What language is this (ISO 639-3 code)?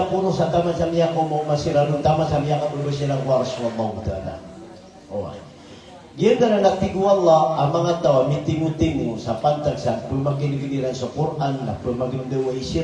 mrw